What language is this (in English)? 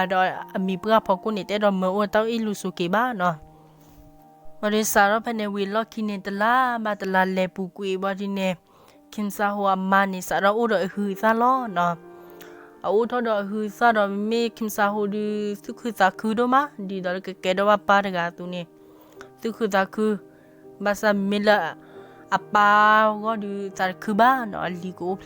S'gaw Karen